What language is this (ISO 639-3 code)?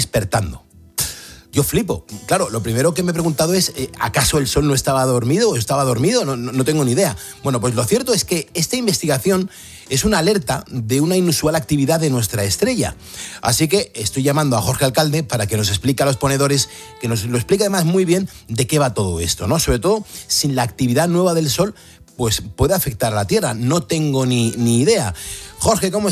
spa